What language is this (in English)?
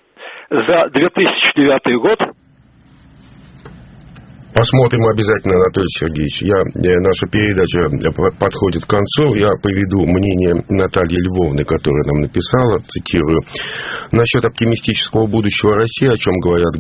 Russian